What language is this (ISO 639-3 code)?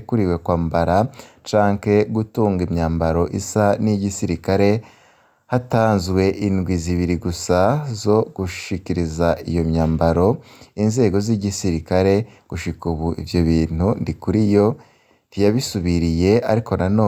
run